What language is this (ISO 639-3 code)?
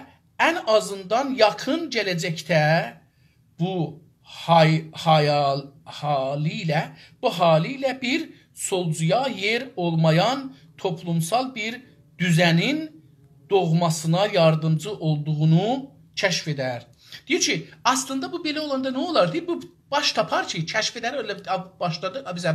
azb